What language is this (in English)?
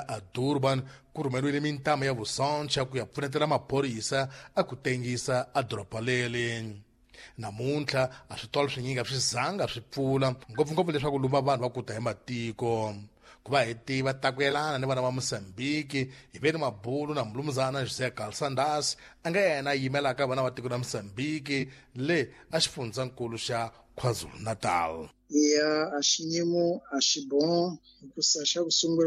Tsonga